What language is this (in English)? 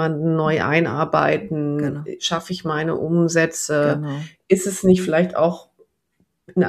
German